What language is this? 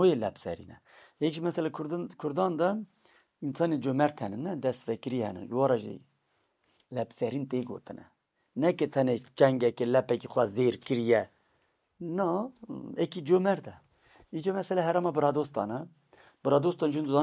Kurdish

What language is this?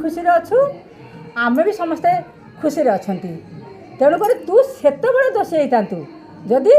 Odia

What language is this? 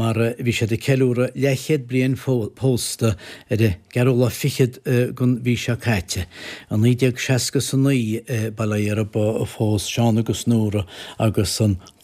Irish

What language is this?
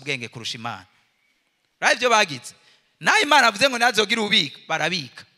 Rundi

